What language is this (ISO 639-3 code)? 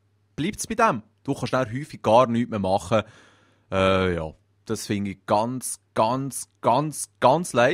gsw